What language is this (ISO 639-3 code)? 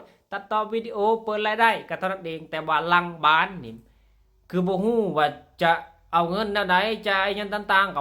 lao